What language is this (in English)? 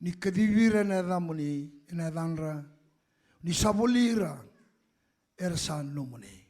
Fijian